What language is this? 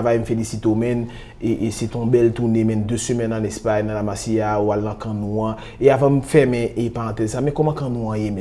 Haitian Creole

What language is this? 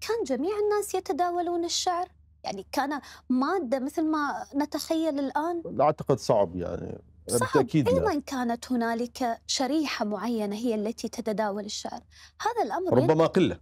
Mesopotamian Arabic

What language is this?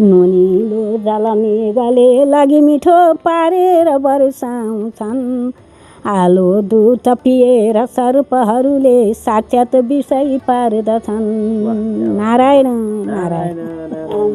Nepali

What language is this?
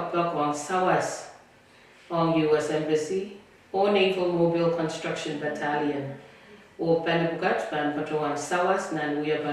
Pohnpeian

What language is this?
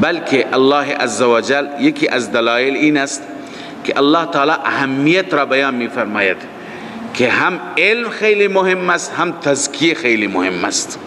Persian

